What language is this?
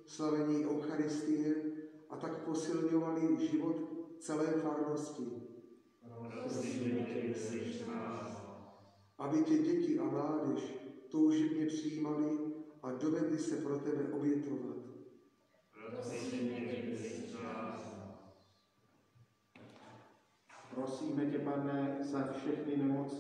Czech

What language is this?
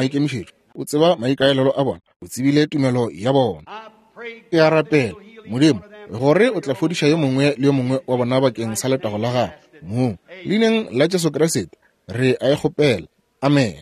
Northern Sotho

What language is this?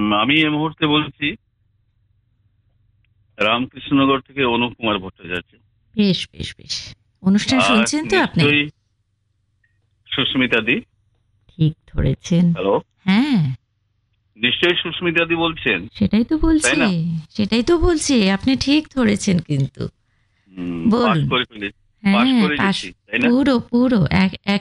Bangla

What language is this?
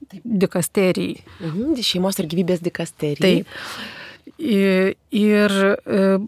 Lithuanian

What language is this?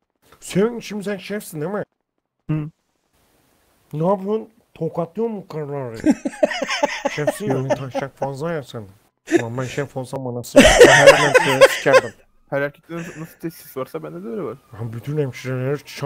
Turkish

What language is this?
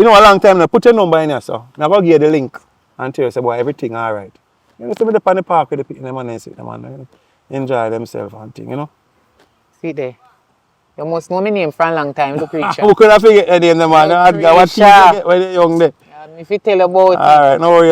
Jamaican Creole English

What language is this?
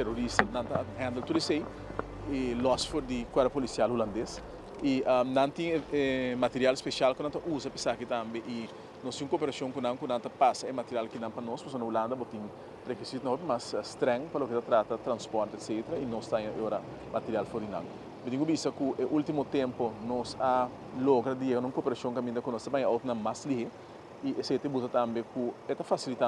Papiamento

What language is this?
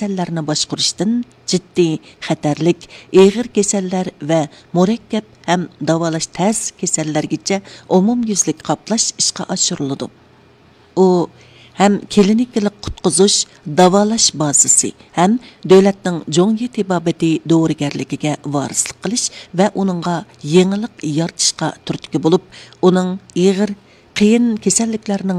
Uyghur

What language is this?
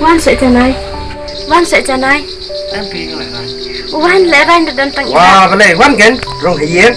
Khasi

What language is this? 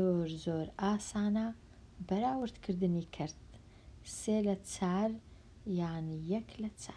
Central Kurdish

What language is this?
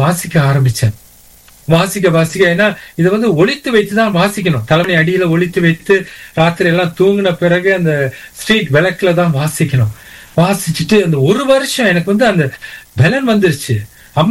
Tamil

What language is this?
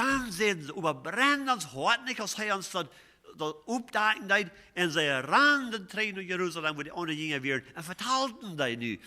Plautdietsch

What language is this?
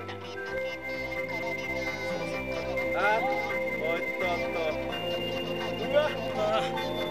Japanese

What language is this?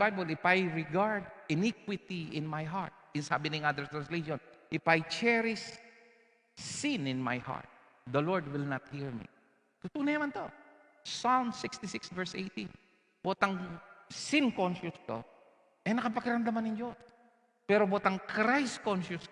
Pampanga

